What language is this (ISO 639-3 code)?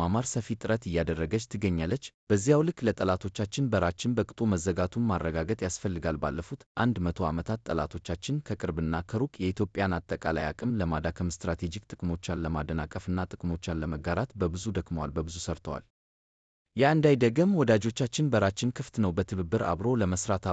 amh